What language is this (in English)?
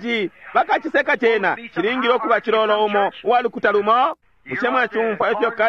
Bemba